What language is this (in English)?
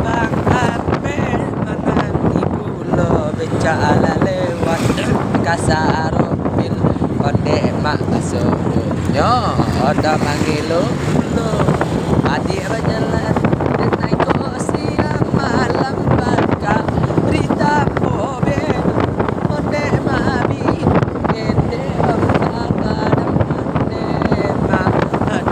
Minangkabau